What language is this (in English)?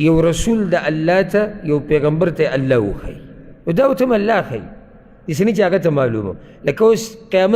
Pashto